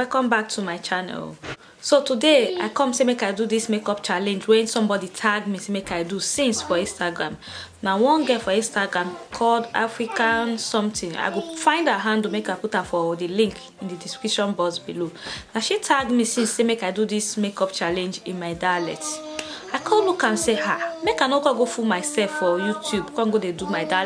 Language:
Nigerian Pidgin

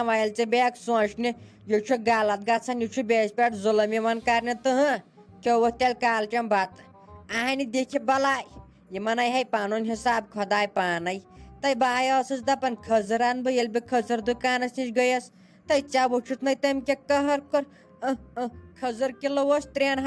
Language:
Kashmiri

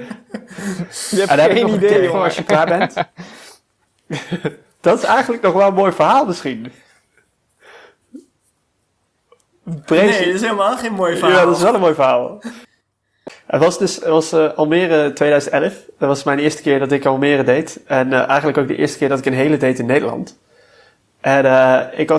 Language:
Dutch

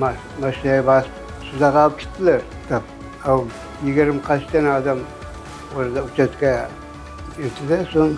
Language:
Crimean Tatar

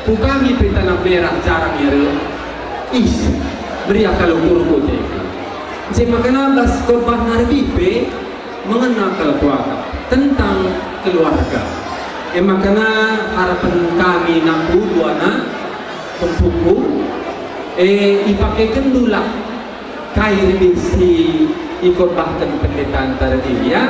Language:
Batak Karo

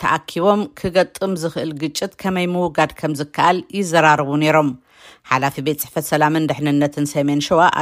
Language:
Tigrinya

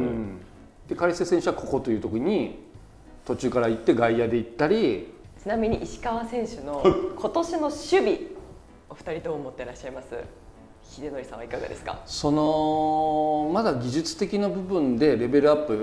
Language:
Japanese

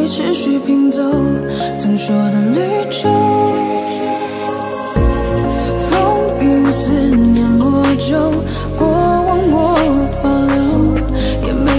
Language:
Chinese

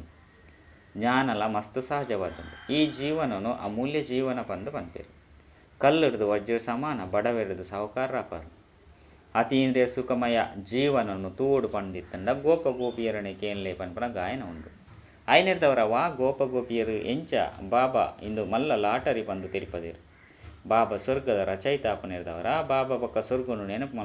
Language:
Tulu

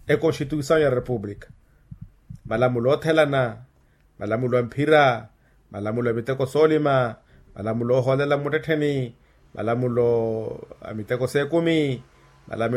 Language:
Makhuwa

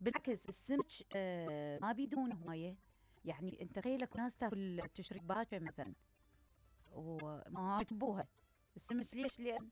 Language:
Mesopotamian Arabic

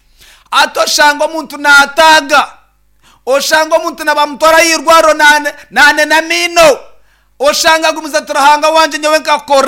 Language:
Nyankole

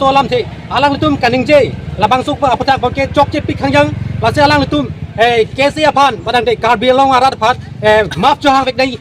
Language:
Karbi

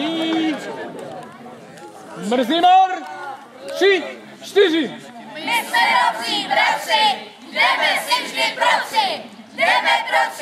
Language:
Czech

